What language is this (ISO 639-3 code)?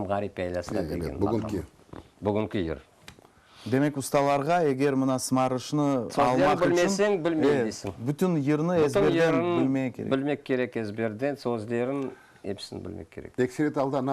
crh